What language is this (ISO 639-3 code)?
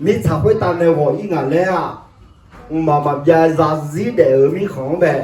ahk